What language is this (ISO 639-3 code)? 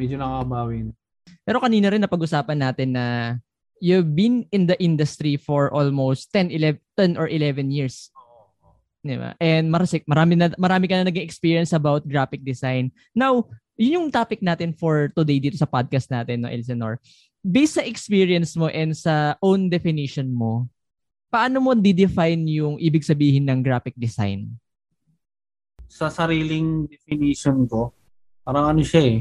fil